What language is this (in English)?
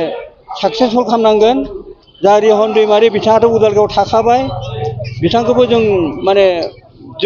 Bodo